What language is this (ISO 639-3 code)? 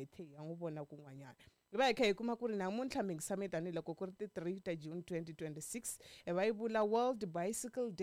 tso